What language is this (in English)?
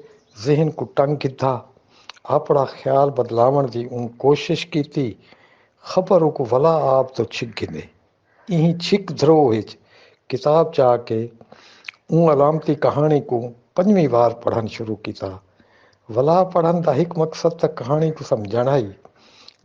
Saraiki